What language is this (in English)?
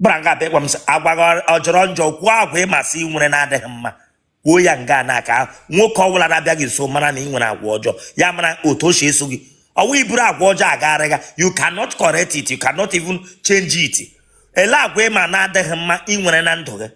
Igbo